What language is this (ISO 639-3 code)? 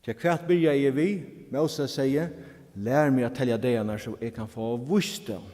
fao